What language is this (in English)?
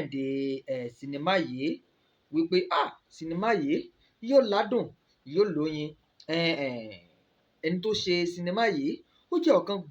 Yoruba